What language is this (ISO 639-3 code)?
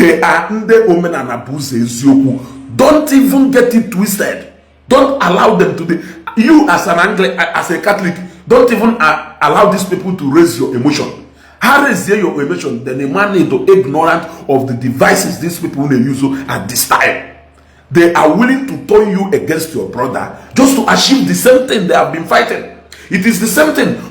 ibo